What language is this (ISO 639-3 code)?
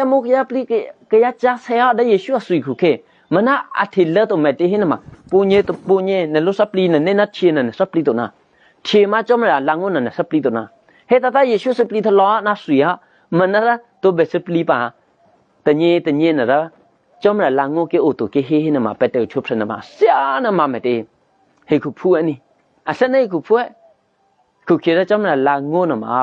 eky